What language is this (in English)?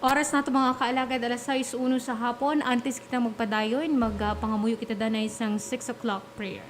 Hiligaynon